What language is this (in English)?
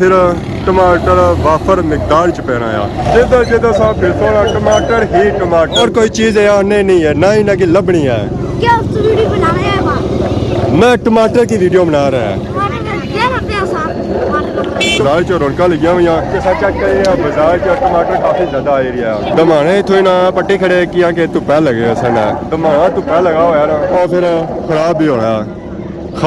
Pahari-Potwari